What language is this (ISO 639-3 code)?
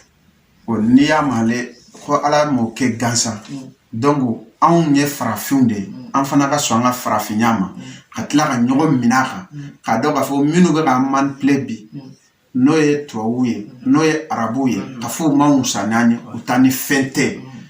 bam